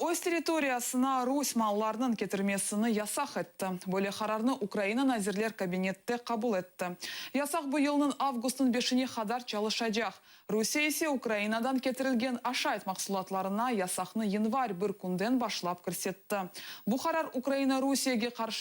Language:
Crimean Tatar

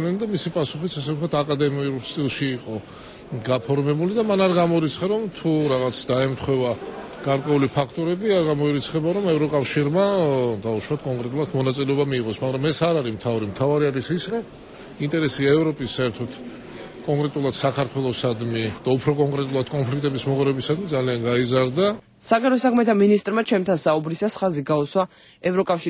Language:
Georgian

